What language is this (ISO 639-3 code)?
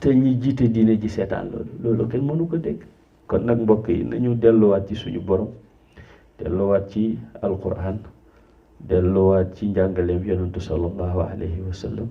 wol